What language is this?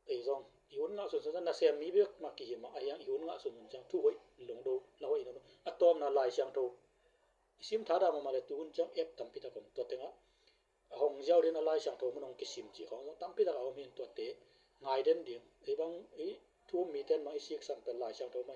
Tedim Chin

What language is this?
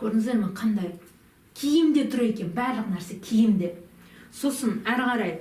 Kazakh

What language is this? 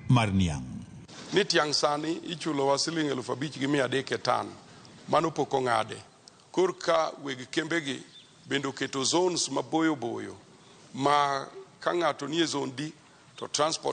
Luo (Kenya and Tanzania)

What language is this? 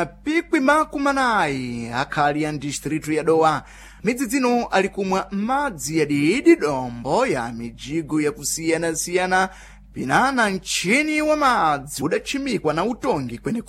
Sena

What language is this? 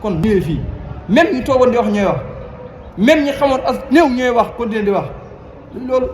Wolof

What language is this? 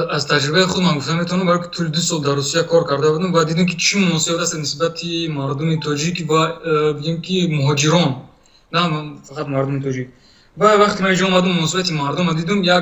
Tajik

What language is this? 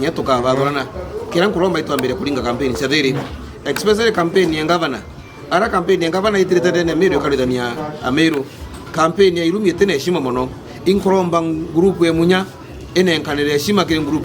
Meru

